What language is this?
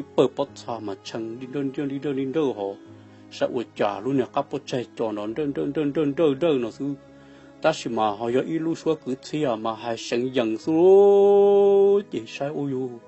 Hmong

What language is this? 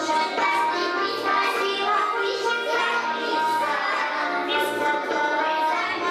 Chuvash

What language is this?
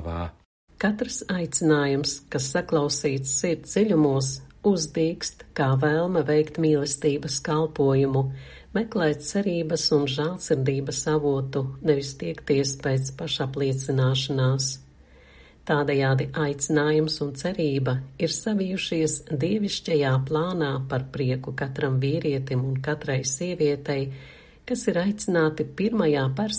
Latvian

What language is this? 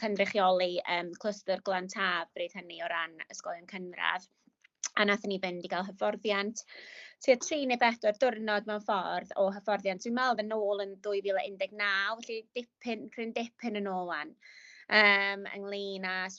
Welsh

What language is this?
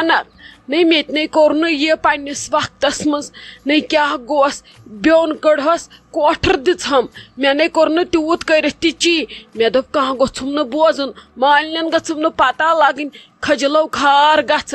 Kashmiri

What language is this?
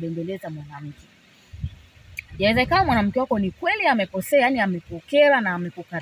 Swahili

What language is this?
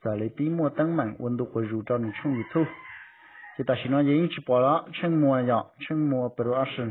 Hmong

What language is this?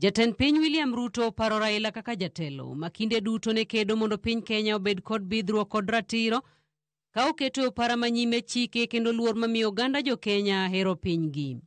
Luo (Kenya and Tanzania)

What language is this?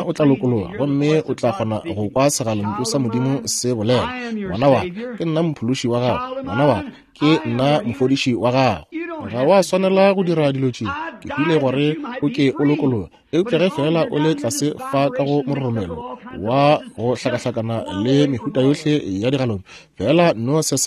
Northern Sotho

